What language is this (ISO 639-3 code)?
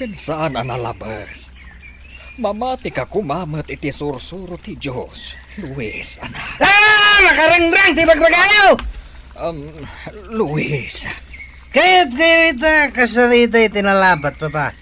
ilo